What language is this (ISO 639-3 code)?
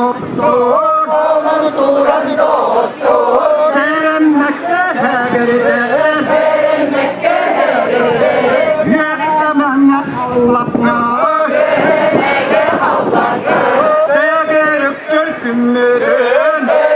sah